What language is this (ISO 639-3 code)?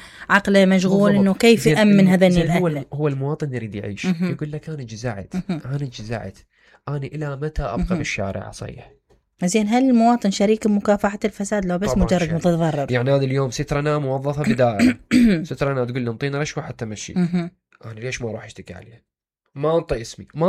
acm